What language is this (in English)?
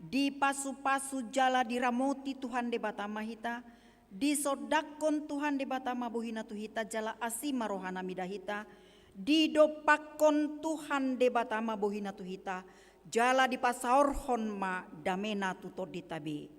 Batak Toba